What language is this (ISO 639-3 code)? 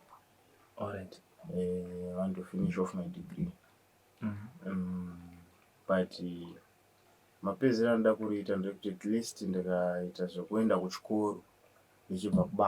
sna